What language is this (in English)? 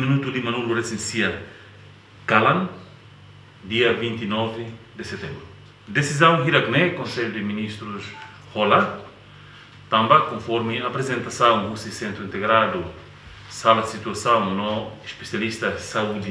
Tetum